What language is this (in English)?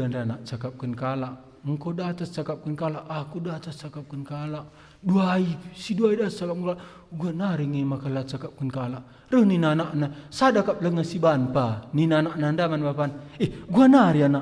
Batak Karo